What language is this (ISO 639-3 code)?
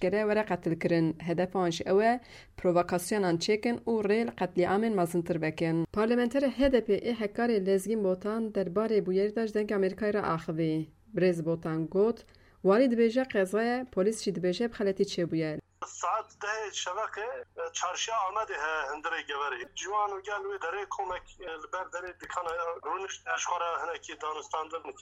kur